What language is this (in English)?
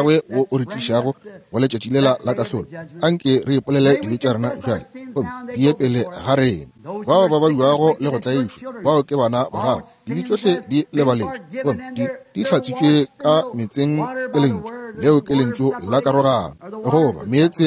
Northern Sotho